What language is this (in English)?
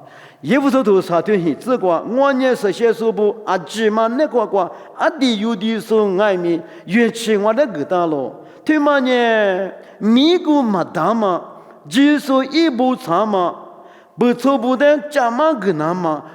Lisu